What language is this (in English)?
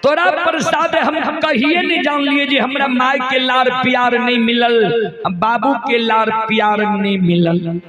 Maithili